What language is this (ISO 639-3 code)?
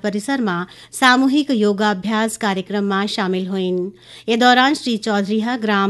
hne